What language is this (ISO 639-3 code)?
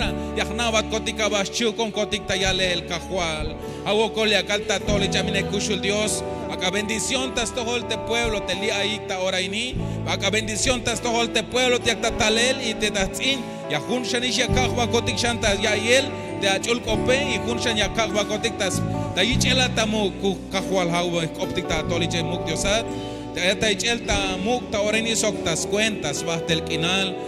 tzh